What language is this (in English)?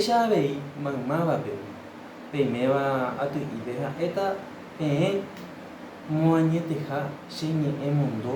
Guarani